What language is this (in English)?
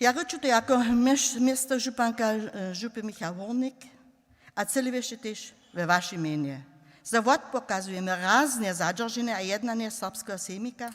Upper Sorbian